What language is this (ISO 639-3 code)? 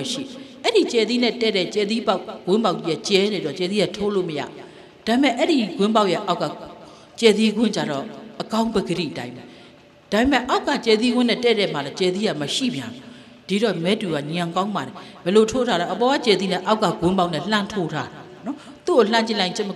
mya